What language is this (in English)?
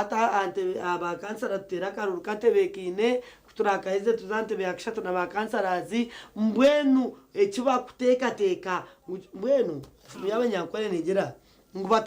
Nyankole